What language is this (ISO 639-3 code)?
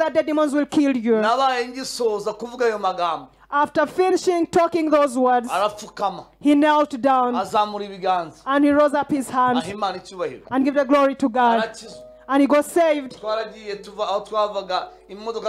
kin